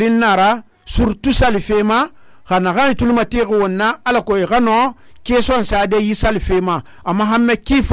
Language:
Susu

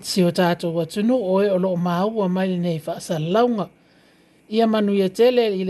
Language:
Samoan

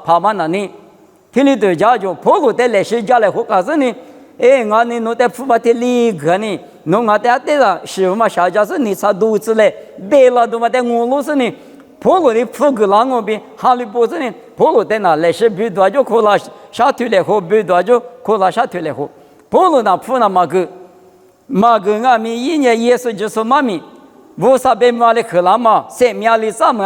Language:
Lisu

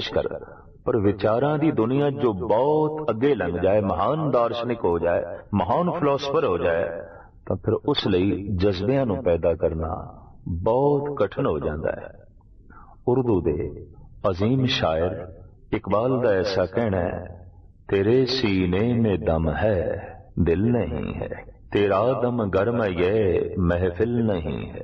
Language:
Punjabi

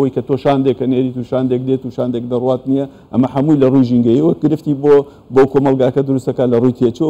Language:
Central Kurdish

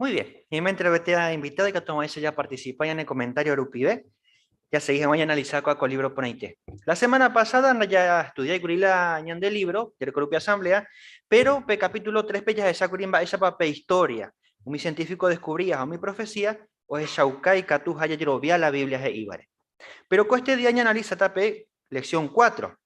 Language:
Guarani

